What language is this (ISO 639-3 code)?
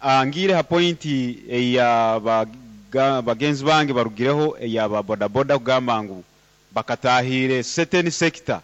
nyo